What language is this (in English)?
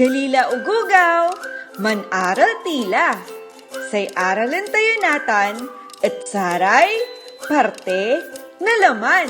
Pangasinan